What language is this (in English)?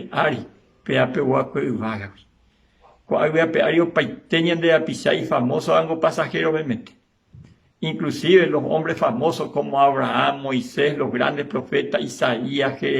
Guarani